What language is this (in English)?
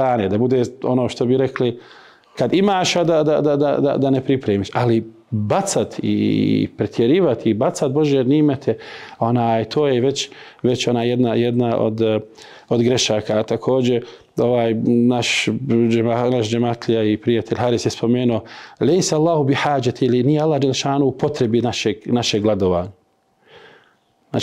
Bosnian